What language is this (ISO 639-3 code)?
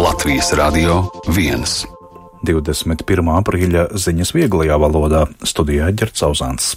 lav